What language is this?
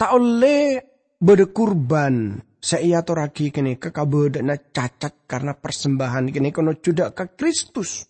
Madurese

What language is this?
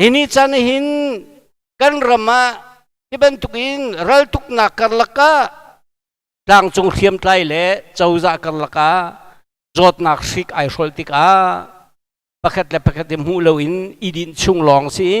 Hakha Chin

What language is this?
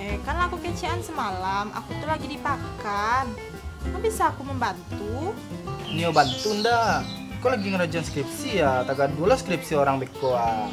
Minangkabau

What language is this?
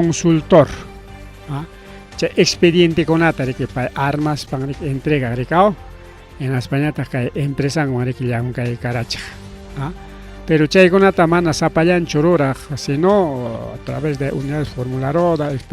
Ayacucho Quechua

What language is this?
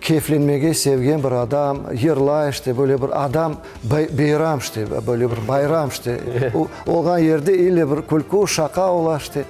Crimean Tatar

